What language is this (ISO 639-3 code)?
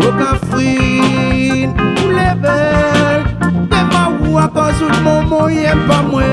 rcf